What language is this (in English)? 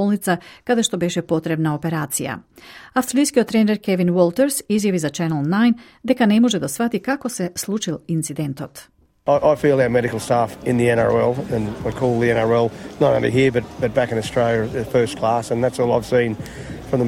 Macedonian